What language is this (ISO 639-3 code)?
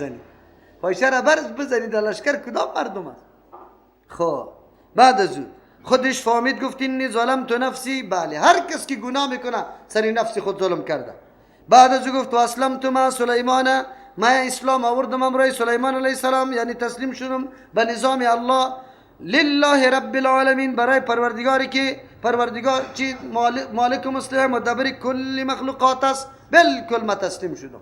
fas